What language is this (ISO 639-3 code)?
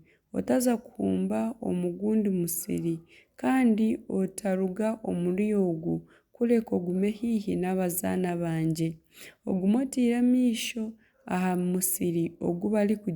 nyn